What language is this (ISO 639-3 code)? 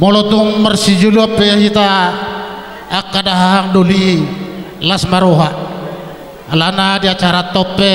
bbc